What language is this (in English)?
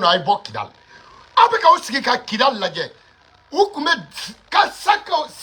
Bambara